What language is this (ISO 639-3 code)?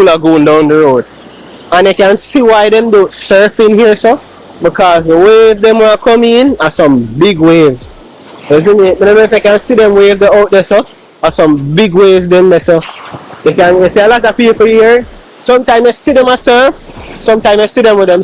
jam